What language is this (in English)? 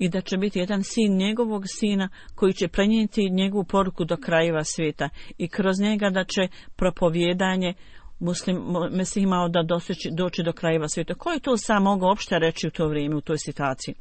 Bosnian